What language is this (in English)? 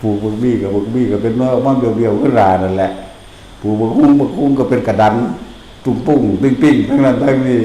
Northeastern Thai